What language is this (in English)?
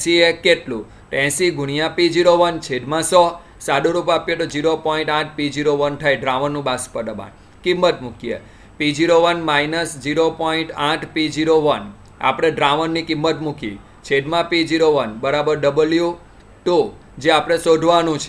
Gujarati